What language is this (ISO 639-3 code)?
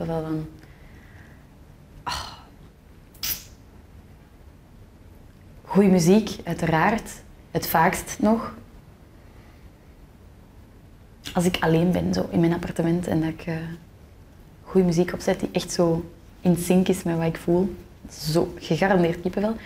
nld